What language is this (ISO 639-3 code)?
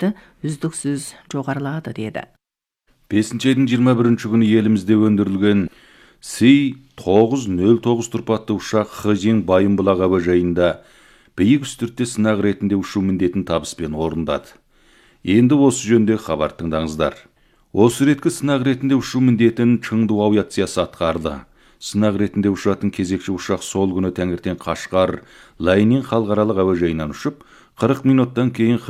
kaz